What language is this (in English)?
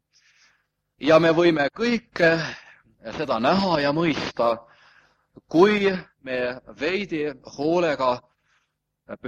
Estonian